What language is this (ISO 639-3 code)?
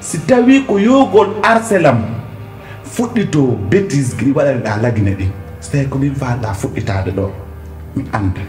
fuf